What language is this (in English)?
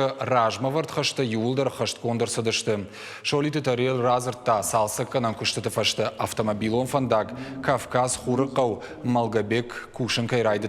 Ossetic